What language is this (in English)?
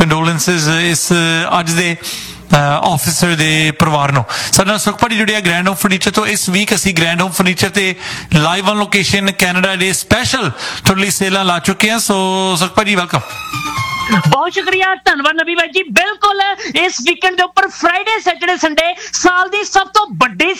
Punjabi